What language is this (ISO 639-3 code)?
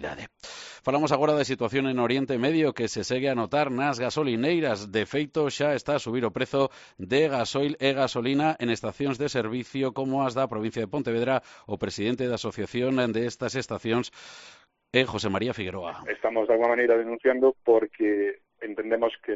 glg